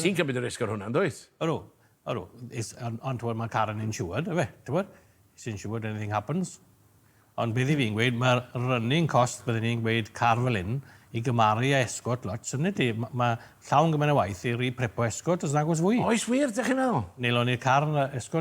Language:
Welsh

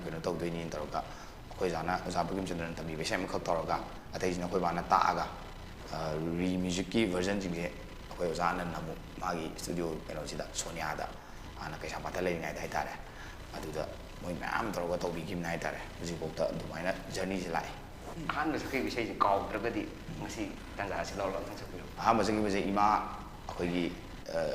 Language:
Manipuri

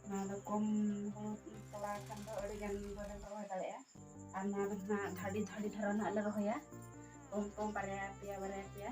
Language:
Santali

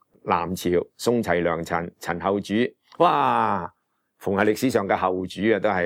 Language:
Cantonese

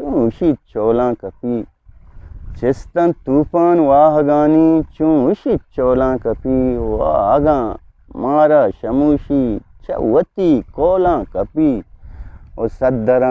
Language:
Eastern Balochi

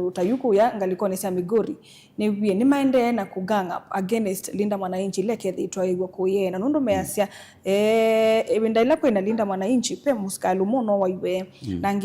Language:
Kamba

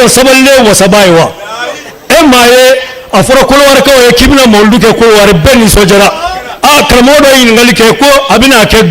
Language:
Bambara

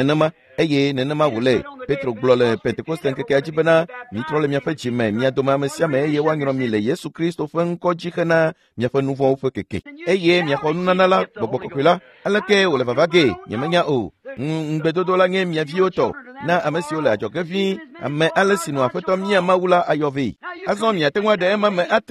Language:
Ewe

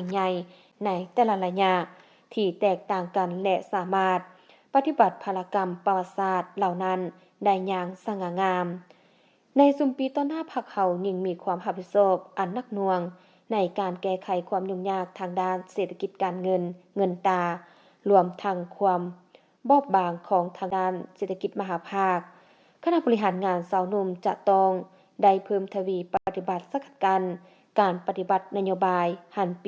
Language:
Lao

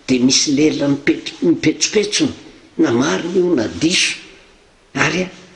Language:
Malagasy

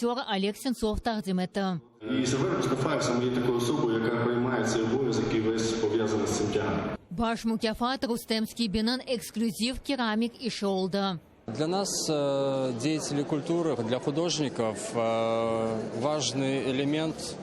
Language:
Crimean Tatar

